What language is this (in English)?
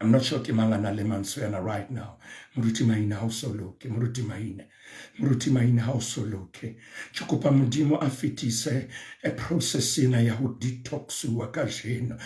Southern Sotho